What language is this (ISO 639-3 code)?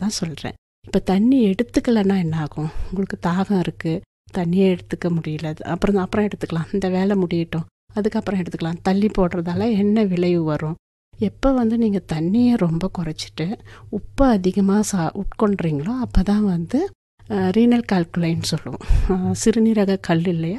tam